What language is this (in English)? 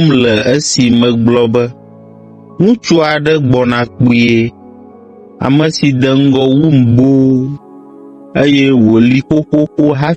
Ewe